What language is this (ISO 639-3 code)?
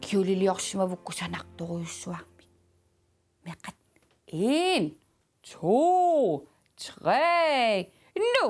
kal